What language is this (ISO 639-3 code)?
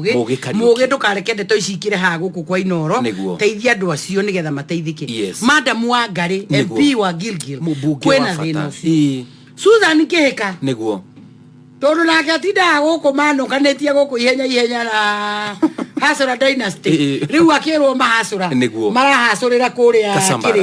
kik